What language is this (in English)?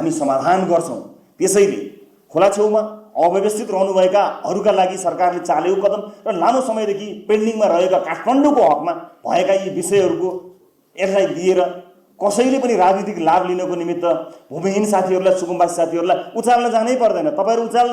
Nepali